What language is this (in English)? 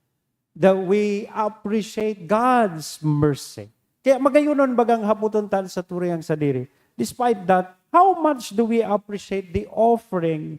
Bikol